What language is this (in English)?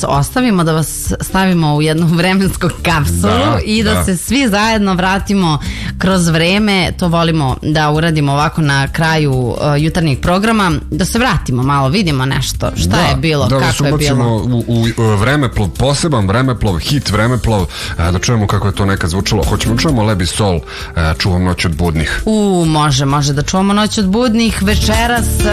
Serbian